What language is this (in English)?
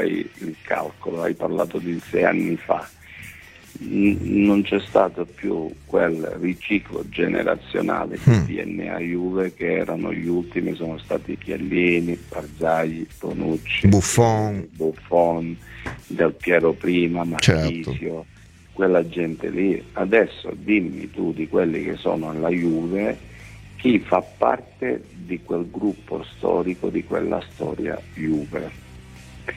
Italian